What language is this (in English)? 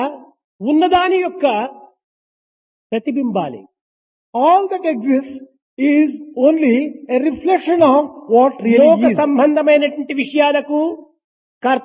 Telugu